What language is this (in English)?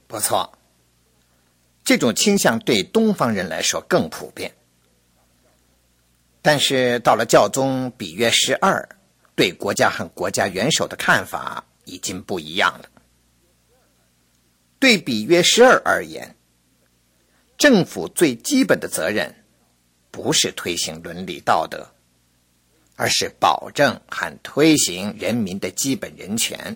Chinese